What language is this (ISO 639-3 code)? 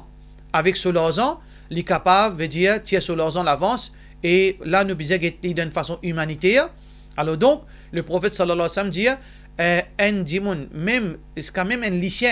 mfe